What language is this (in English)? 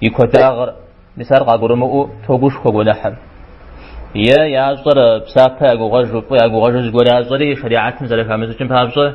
Kabardian